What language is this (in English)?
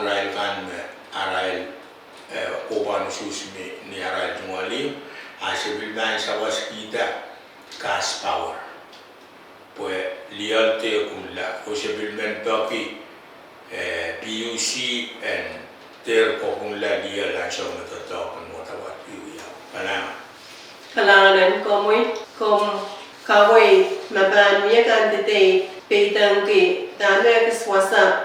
Pohnpeian